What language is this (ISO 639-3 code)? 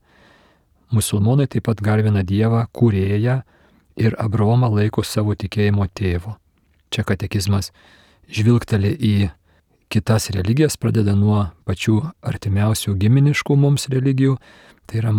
lit